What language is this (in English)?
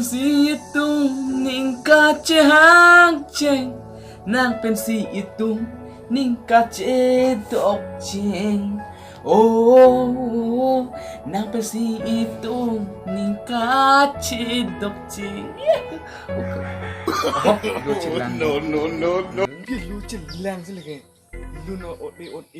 Karbi